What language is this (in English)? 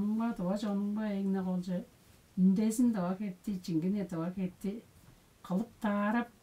Tuvinian